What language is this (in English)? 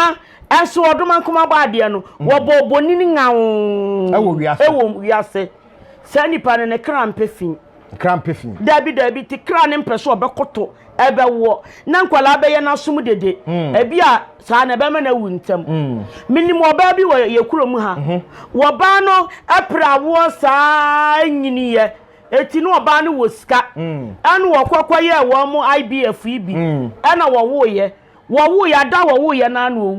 Akan